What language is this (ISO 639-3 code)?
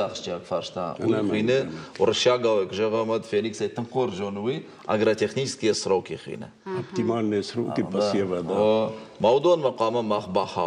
oss